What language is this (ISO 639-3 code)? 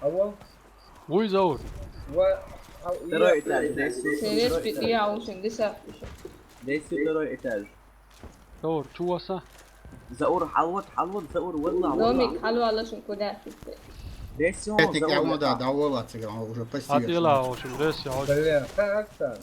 che